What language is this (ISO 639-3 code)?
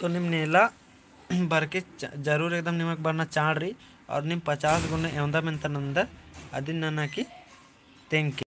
kru